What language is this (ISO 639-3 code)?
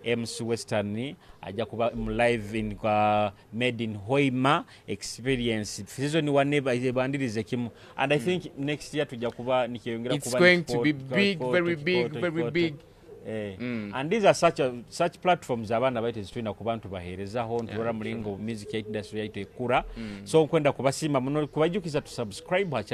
nyo